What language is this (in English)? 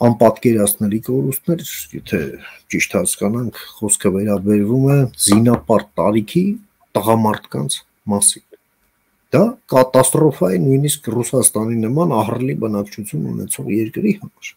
Armenian